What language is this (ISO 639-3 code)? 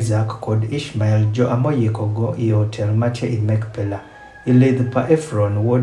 adh